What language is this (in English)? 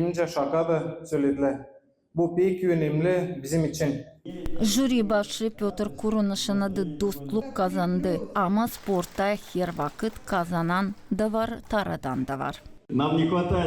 Gagauz